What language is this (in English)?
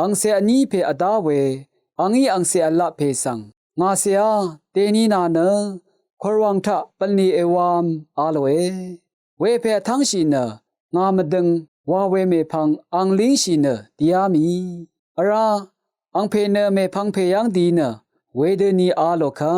Rawang